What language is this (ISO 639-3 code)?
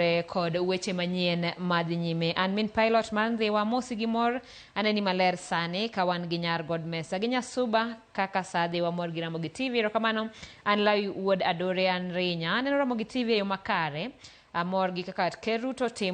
luo